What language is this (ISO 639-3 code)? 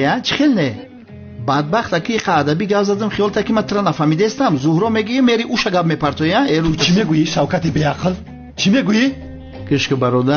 tgk